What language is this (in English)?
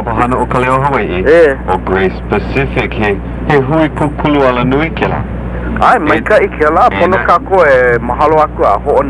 Hawaiian